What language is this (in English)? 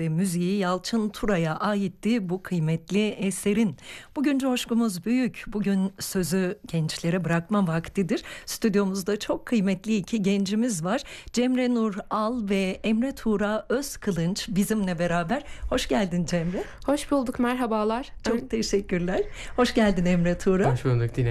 Turkish